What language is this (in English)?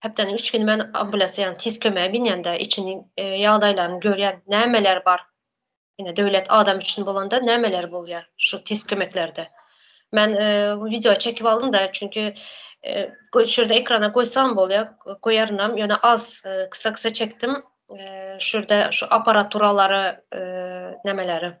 Turkmen